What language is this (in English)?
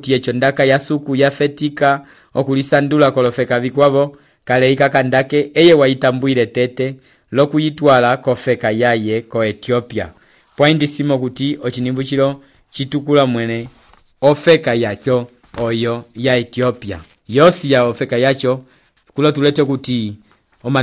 Umbundu